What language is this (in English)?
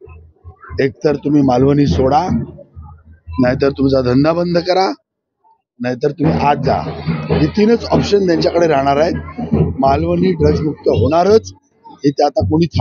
Marathi